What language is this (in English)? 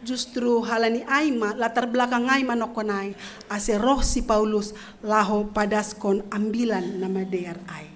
Batak Simalungun